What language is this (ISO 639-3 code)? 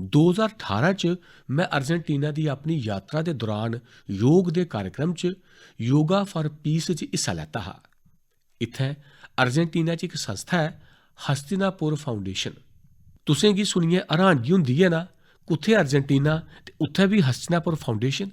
doi